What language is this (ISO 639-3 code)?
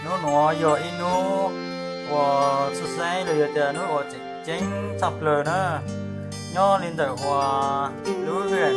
hmn